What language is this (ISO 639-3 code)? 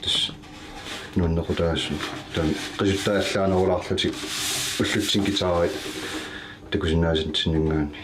kal